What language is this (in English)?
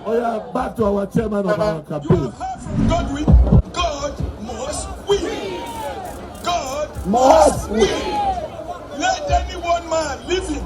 Nigerian Pidgin